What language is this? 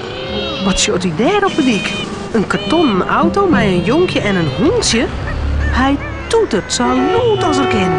Western Frisian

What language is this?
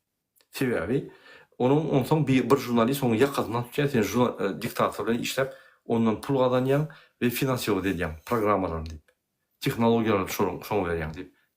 Turkmen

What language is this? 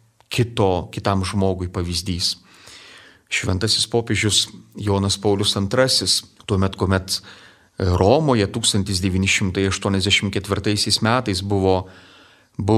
Lithuanian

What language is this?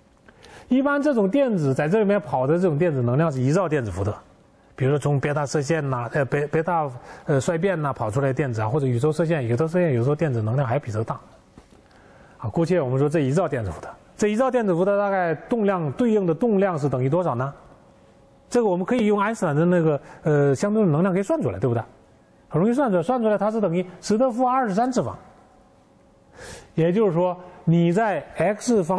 Chinese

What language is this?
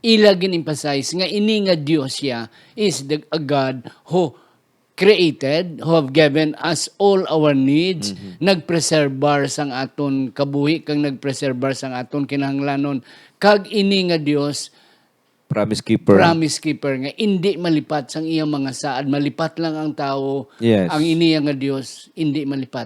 Hiligaynon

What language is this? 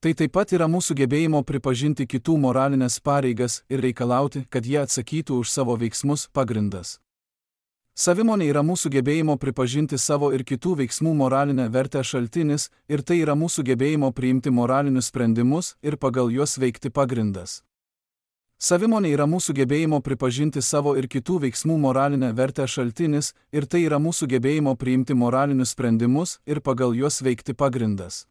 Lithuanian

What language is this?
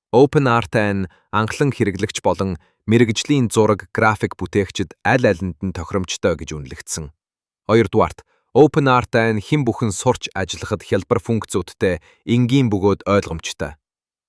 Mongolian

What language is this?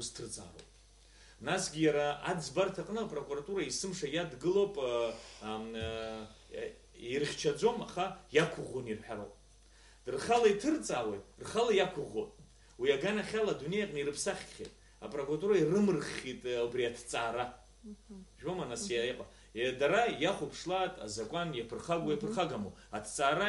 Abkhazian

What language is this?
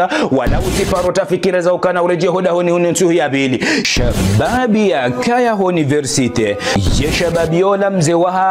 Ngazidja Comorian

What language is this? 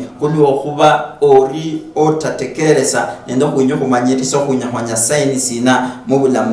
Luyia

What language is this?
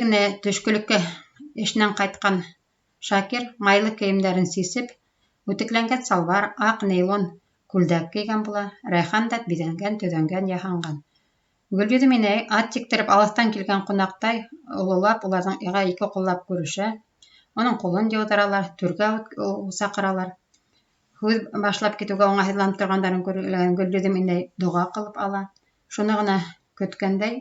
Bashkir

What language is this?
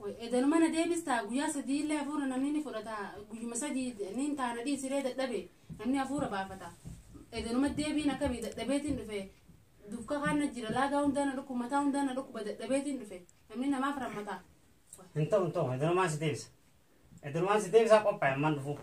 Oromo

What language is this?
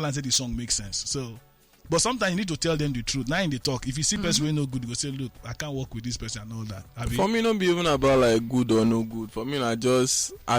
Nigerian Pidgin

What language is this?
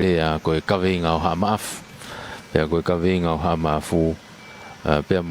Tongan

